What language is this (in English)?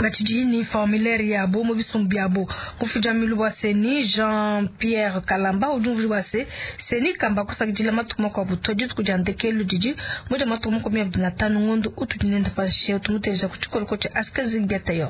Luba-Lulua